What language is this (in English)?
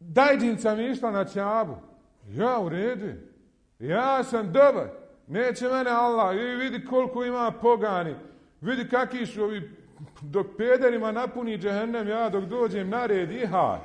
Bosnian